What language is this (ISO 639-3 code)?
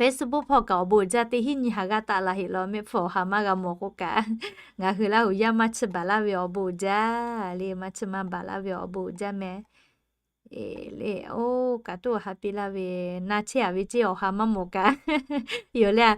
lhu